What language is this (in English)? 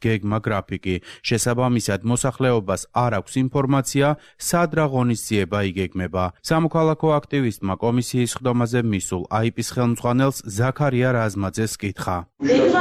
Georgian